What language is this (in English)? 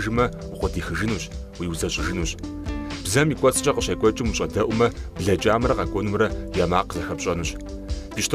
Kabardian